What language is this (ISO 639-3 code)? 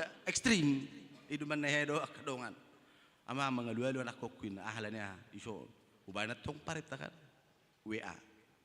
bbc